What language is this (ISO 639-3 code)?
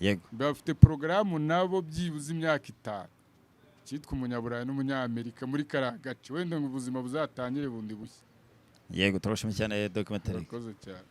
kin